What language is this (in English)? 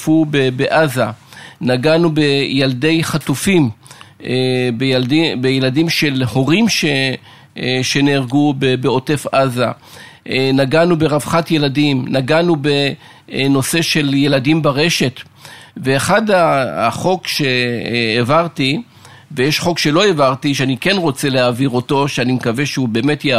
Hebrew